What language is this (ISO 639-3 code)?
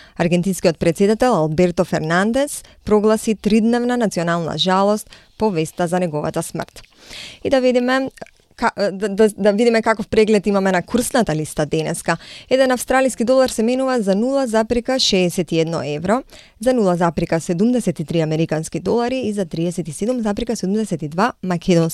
mkd